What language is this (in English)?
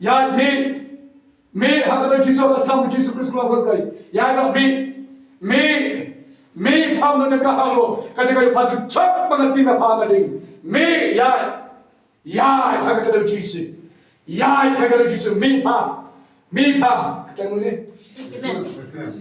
Khasi